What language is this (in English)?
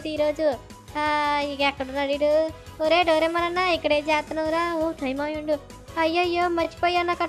Telugu